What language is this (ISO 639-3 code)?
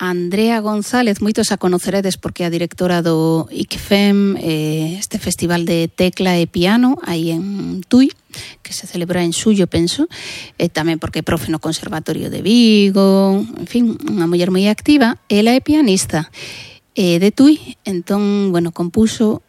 glg